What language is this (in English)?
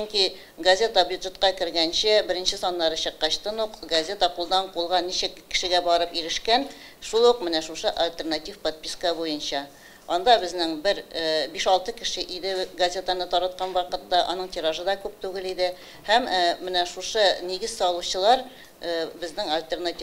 Tatar